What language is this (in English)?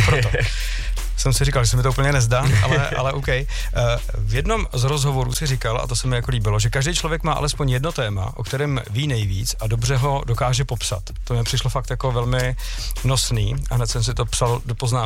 Czech